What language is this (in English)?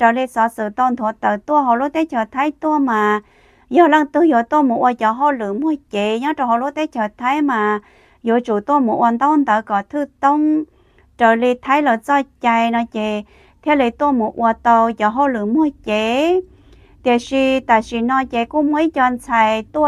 Hmong